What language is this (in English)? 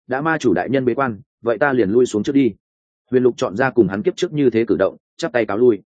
Vietnamese